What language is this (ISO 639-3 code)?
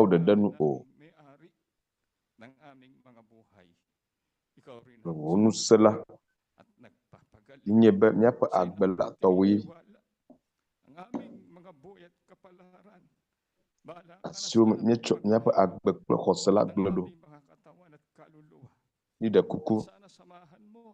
ewe